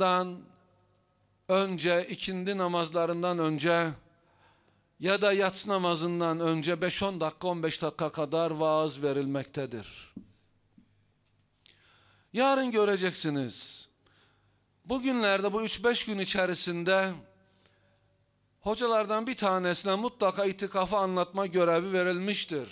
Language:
Turkish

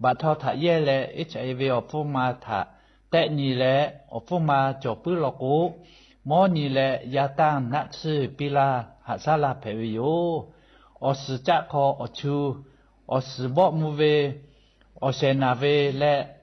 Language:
Lahu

